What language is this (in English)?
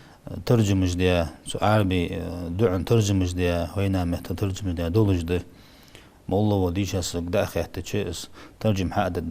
Ingush